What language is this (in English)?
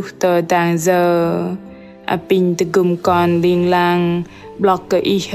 Bahnar